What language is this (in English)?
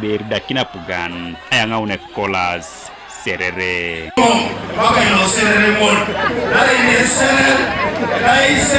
Teso